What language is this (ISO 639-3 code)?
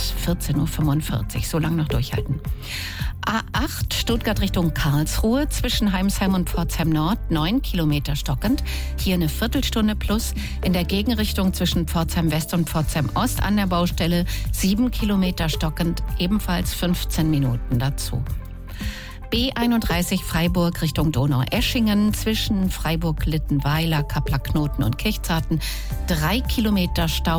deu